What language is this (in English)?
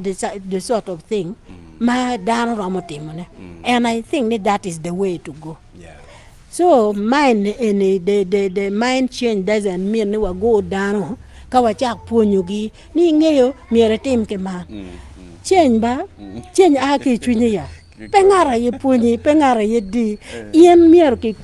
Acoli